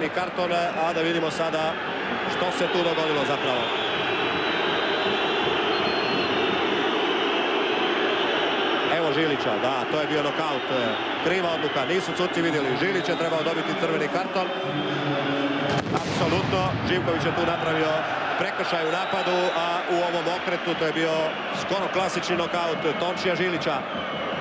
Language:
Croatian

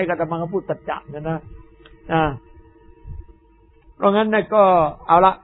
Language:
Thai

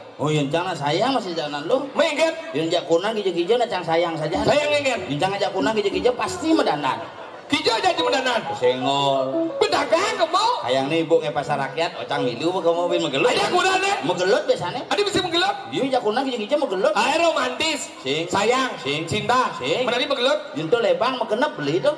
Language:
Balinese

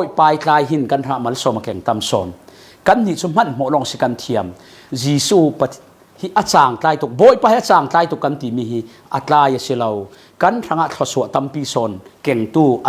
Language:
Falam Chin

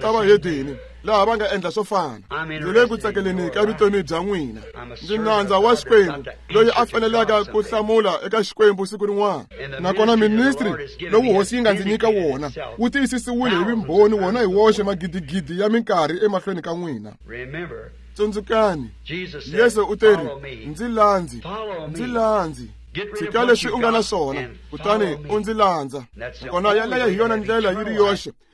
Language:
Tsonga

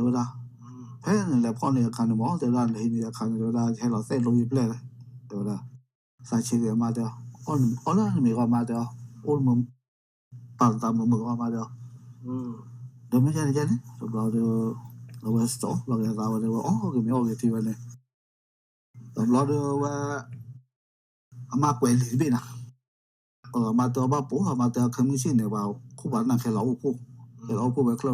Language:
S'gaw Karen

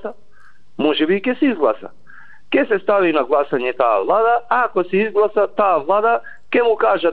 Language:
Macedonian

